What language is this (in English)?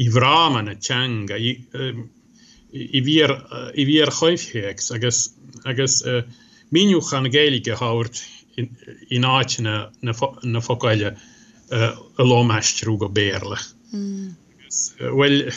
Irish